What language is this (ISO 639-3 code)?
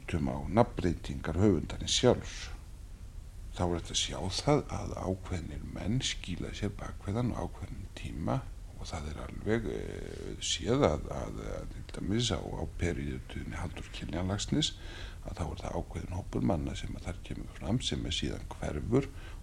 isl